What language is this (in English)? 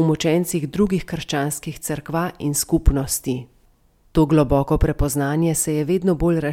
Slovenian